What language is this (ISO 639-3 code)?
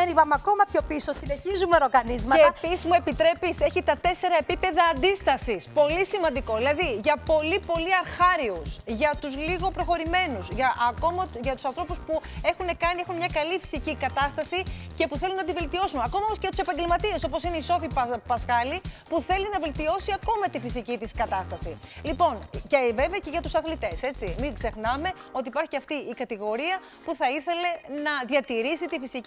ell